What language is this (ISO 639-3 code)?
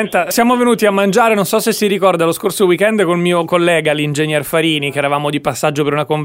ita